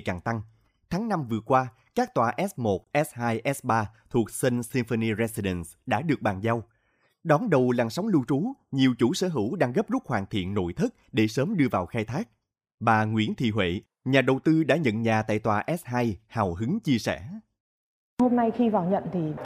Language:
Vietnamese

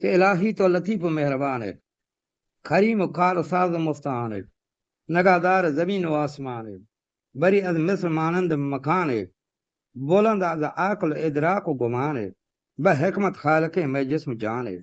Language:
Eastern Balochi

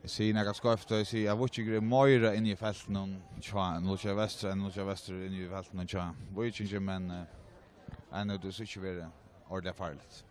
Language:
Faroese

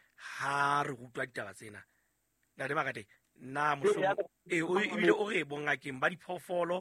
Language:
Southern Sotho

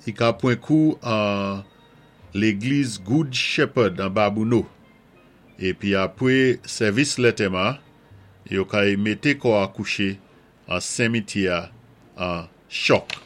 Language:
Saint Lucian Creole French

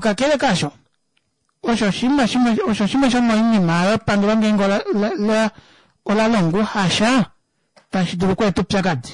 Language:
Kuanyama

